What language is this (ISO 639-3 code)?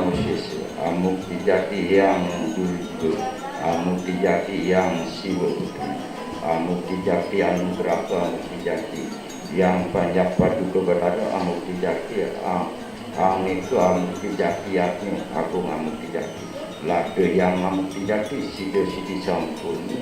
ban